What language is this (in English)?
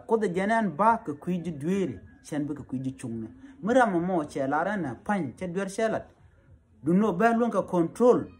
Nuer